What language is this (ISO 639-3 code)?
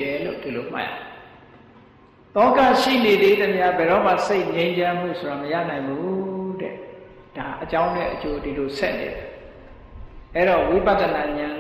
mya